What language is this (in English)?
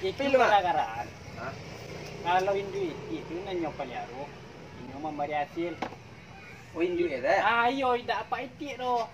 Minangkabau